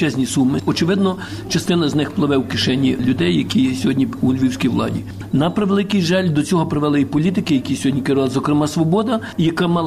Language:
Ukrainian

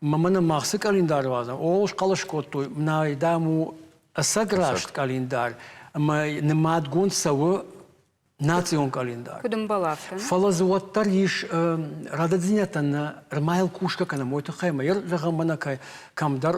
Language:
Ossetic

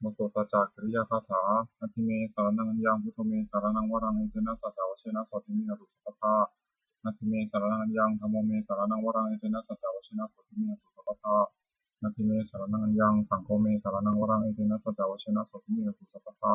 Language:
Pali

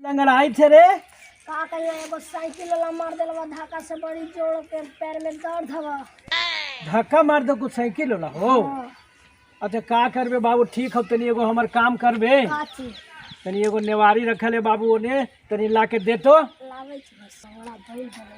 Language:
Magahi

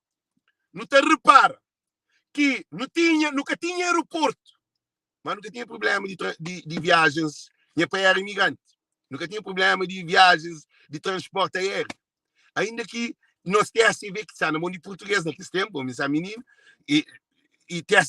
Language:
Kabuverdianu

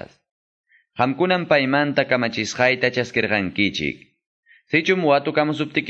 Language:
Quechua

